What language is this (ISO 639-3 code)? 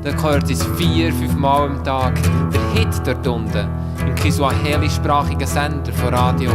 gsw